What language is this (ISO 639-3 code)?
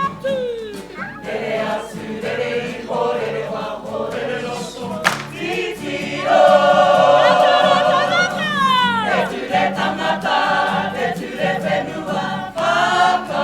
mri